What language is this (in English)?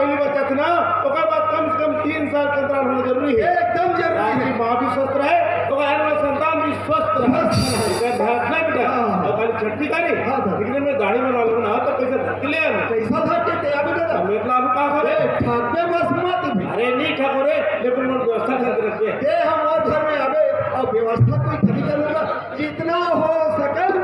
Chhattisgarhi